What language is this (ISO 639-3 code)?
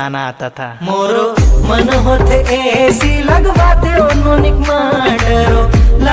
hne